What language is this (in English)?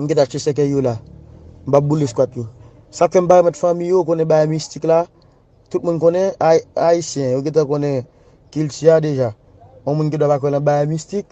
Haitian Creole